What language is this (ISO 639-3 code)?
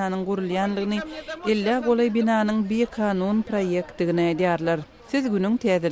tuk